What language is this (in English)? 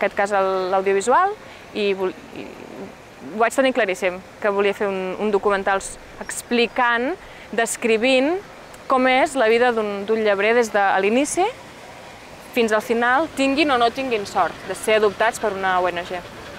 Catalan